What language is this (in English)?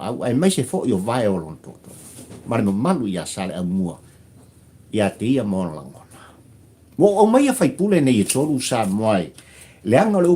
Samoan